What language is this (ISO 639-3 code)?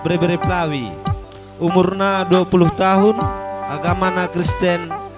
btx